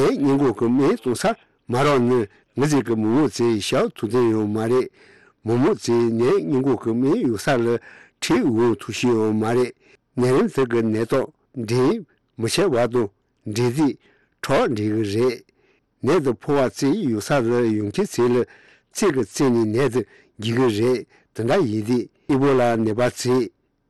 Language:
Tibetan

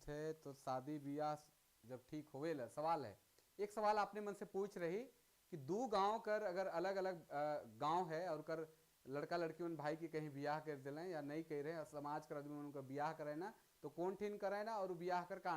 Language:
Sadri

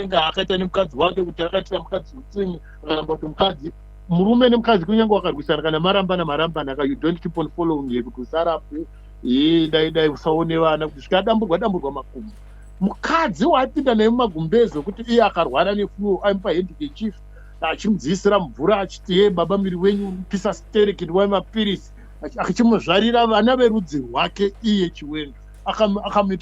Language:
Shona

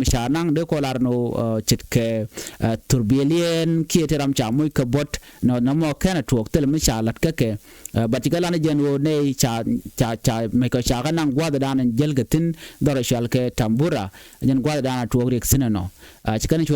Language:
Nuer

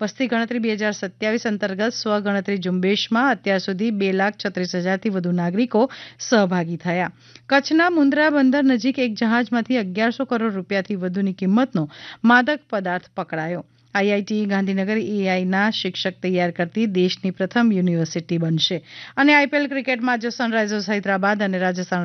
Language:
Gujarati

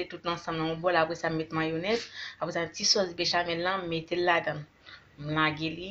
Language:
Haitian Creole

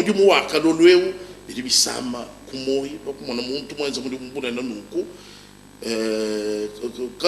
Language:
Luba-Lulua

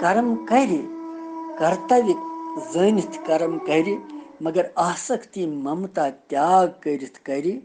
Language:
Kashmiri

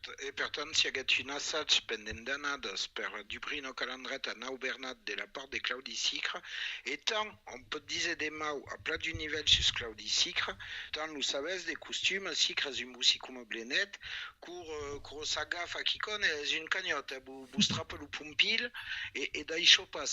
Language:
Occitan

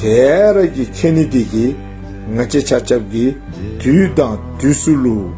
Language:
Dzongkha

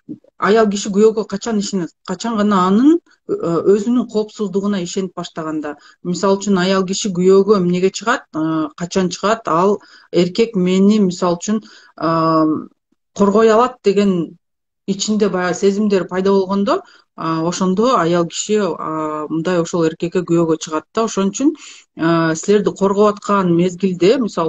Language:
Kyrgyz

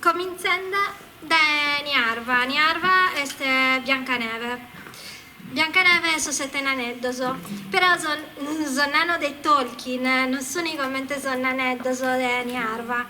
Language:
Sardinian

